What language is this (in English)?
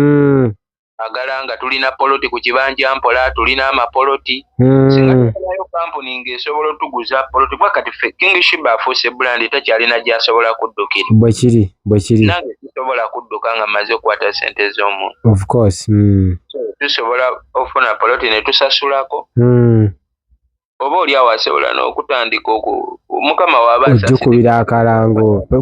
Ganda